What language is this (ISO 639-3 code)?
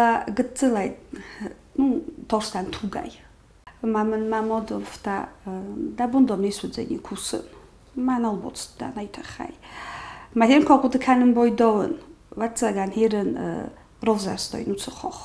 oss